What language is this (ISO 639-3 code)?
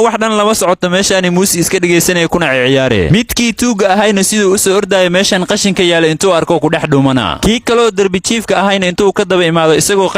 som